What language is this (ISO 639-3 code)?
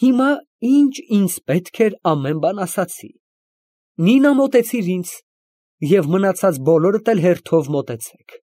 hye